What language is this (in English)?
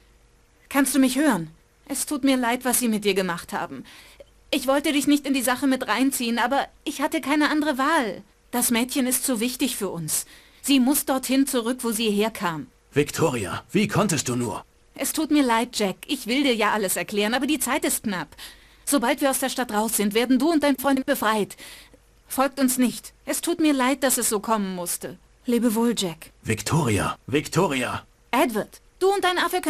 Bavarian